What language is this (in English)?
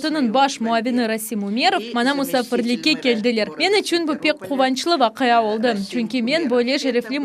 Crimean Tatar